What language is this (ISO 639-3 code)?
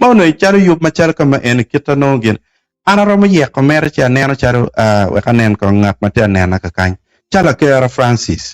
ach